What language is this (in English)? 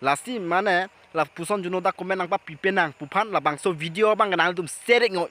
Karbi